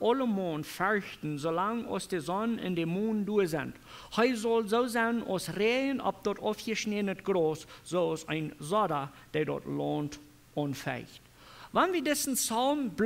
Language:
Plautdietsch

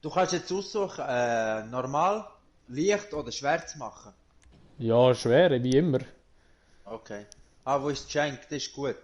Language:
Swiss German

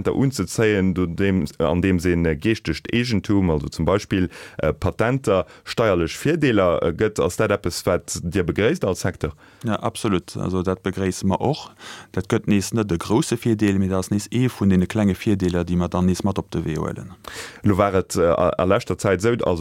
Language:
Luxembourgish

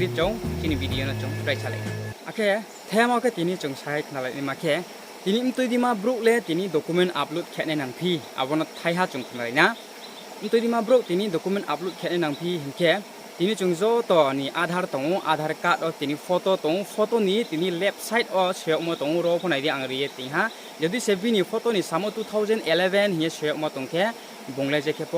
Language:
Riang (India)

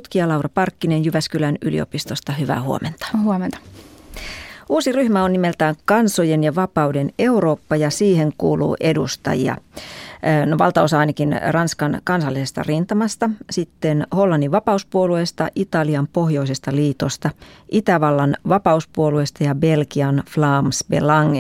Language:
Finnish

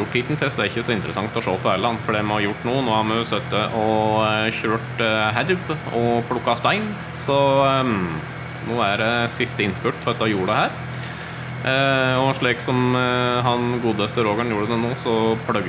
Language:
Norwegian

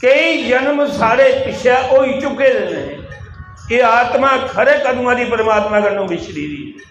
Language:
Dogri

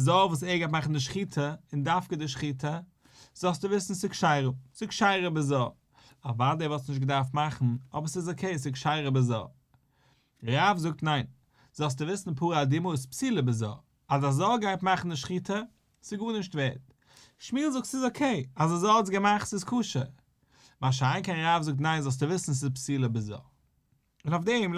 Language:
Yiddish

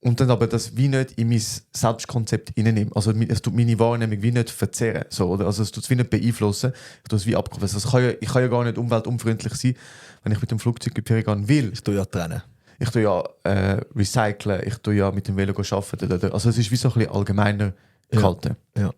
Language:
Swiss German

